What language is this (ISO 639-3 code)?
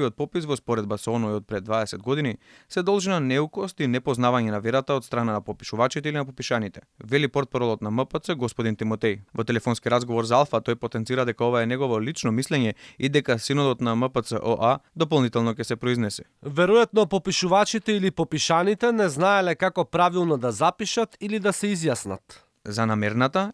mkd